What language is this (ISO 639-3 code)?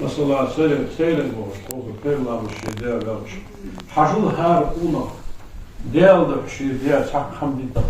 inh